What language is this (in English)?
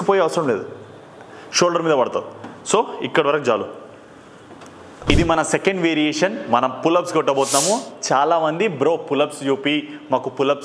Telugu